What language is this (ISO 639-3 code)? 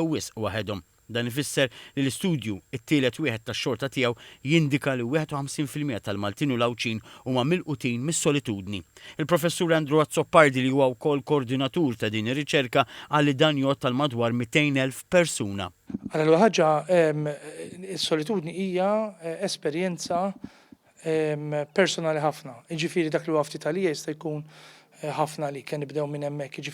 mlt